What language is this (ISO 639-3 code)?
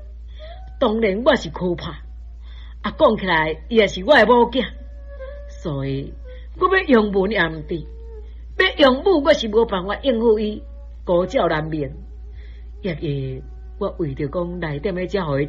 nan